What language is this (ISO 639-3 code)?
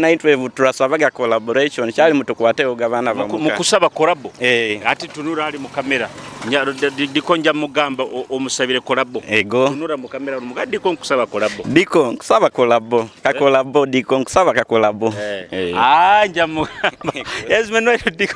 nyo